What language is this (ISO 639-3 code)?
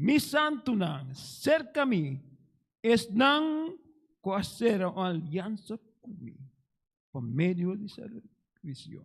pap